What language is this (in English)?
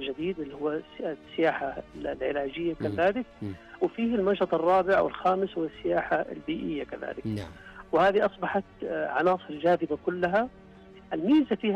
Najdi Arabic